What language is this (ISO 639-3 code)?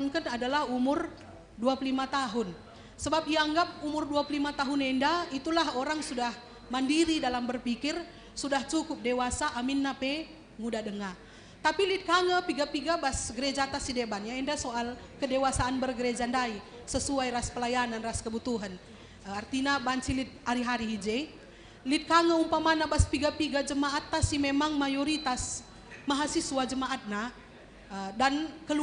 btx